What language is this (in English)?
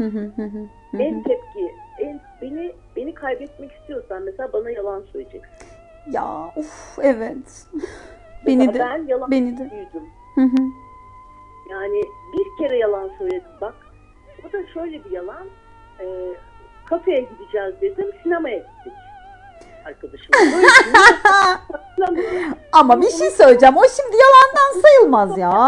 Turkish